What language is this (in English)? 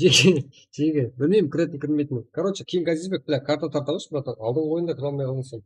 Kara-Kalpak